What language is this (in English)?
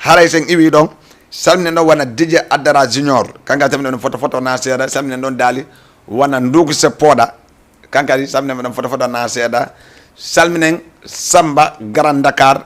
Fula